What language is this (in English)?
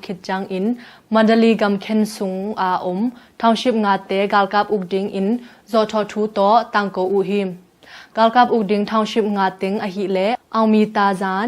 Tedim Chin